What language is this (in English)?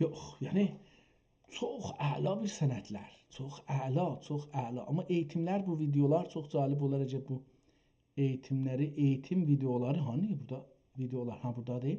South Azerbaijani